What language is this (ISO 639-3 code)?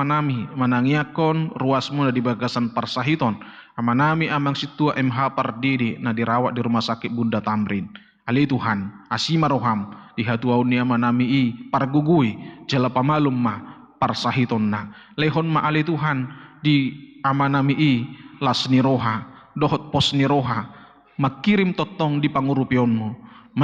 bbc